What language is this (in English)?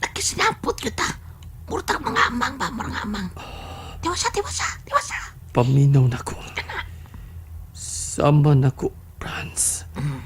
Cebuano